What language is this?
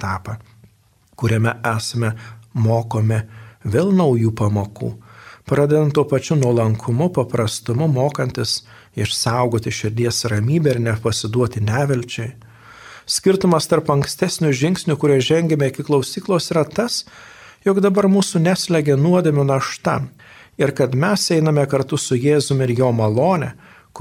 Lithuanian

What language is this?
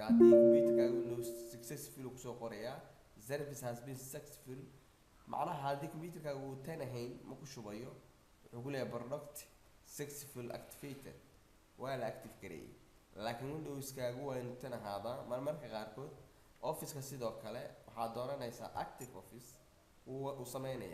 Somali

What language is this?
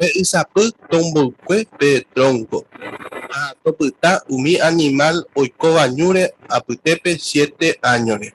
Guarani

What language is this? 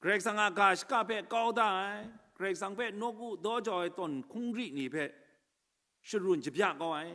Kachin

